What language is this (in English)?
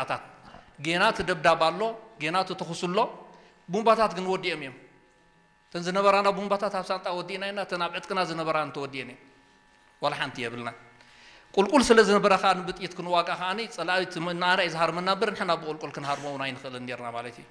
Tigrinya